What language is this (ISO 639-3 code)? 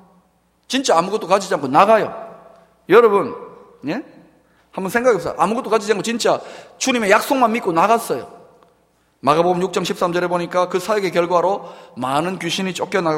kor